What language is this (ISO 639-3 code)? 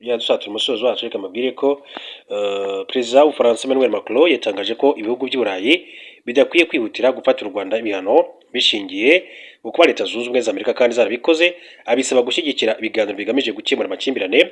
kin